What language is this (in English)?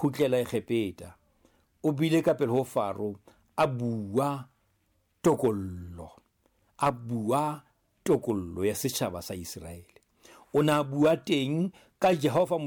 Southern Sotho